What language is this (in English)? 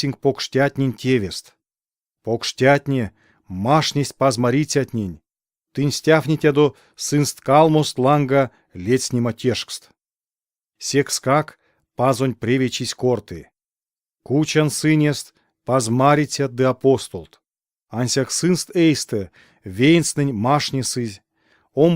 Erzya